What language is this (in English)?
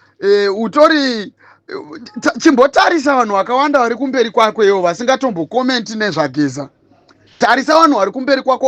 Shona